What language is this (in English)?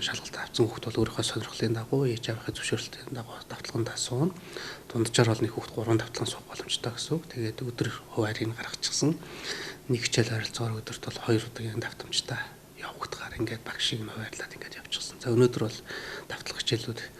Mongolian